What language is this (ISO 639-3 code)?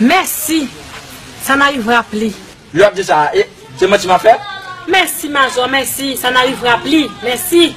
hat